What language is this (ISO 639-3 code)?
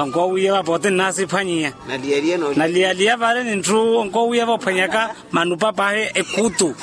vmw